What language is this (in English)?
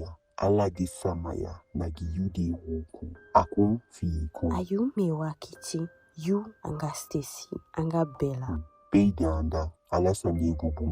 Eastern Maroon Creole